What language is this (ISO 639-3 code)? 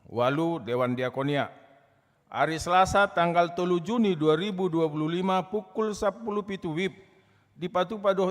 bbc